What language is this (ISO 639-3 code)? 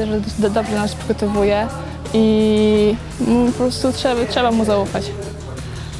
pol